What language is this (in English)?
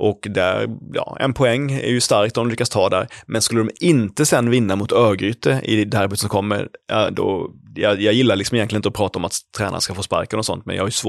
Swedish